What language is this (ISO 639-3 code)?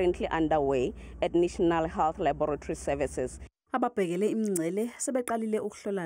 zul